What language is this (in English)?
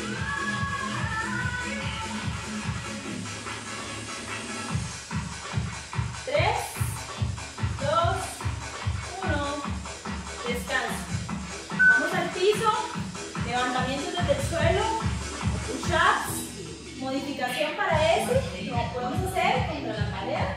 Spanish